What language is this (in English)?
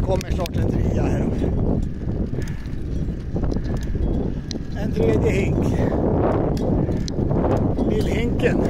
Swedish